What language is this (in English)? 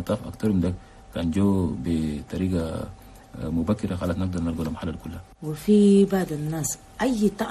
Chadian Arabic